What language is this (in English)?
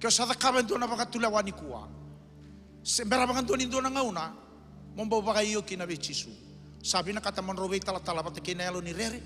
Fijian